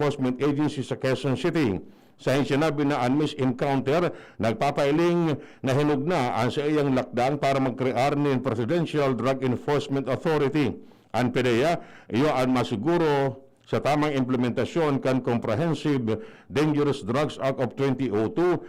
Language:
Bikol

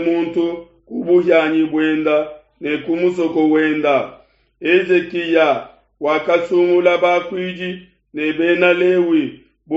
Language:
Luba-Lulua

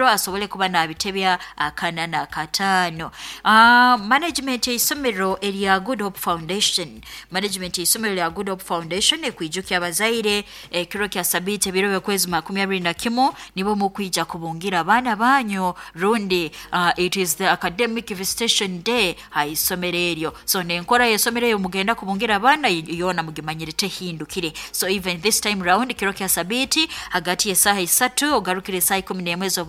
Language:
Nyoro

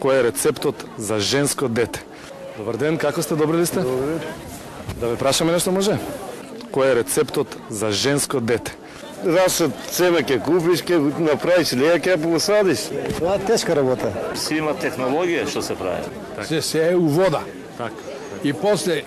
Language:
Macedonian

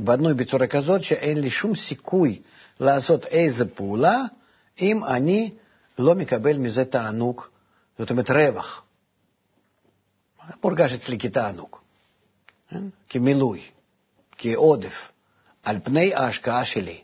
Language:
Hebrew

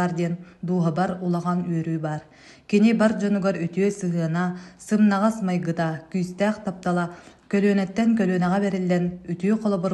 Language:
Yakut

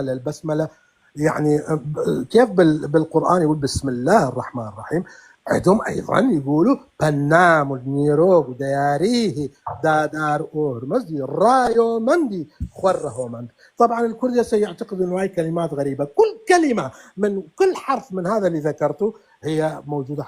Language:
North Levantine Arabic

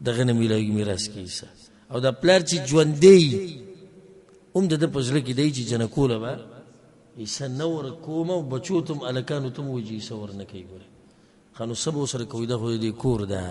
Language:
Pashto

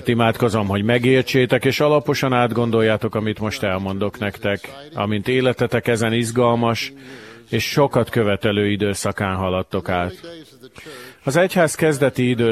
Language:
Hungarian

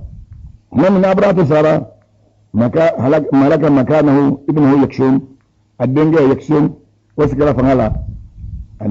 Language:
Bambara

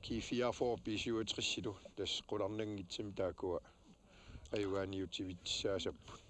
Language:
Kalaallisut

